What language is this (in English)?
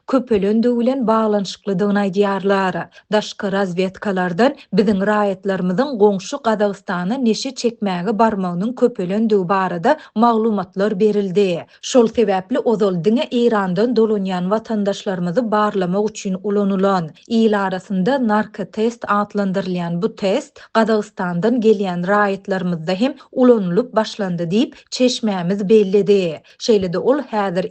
Turkmen